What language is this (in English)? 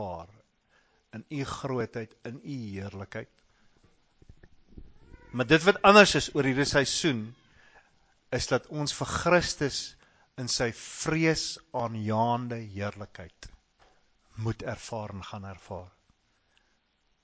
Afrikaans